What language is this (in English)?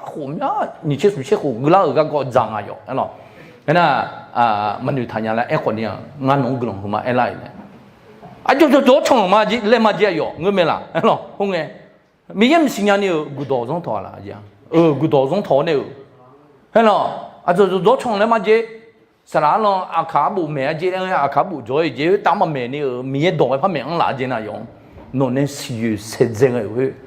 Akha